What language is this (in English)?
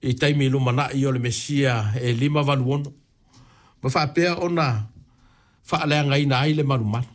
Samoan